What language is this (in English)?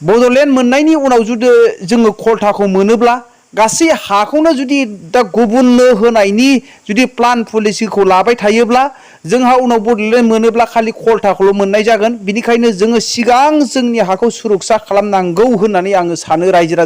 Bodo